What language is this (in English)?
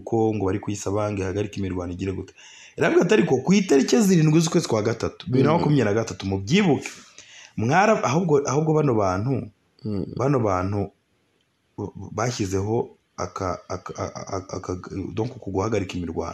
Kinyarwanda